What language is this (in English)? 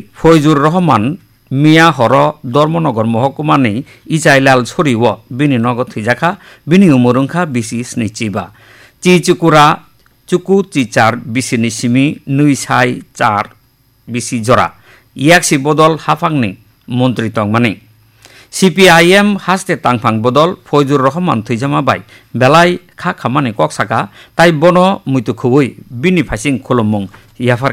Kok Borok